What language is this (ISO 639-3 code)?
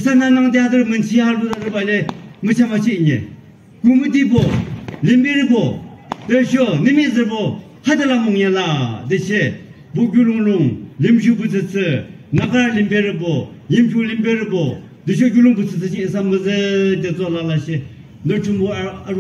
yim